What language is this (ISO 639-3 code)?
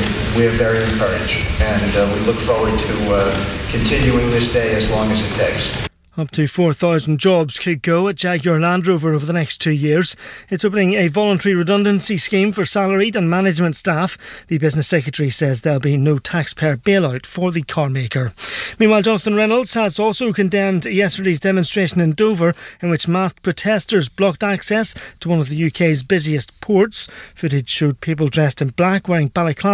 eng